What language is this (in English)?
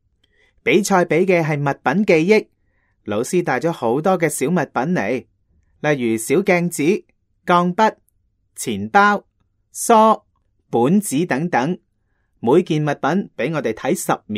Cantonese